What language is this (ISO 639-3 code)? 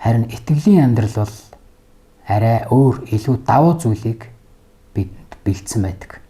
mon